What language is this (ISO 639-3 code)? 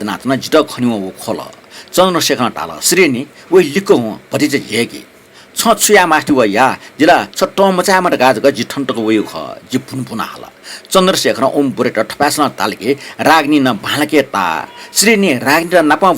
new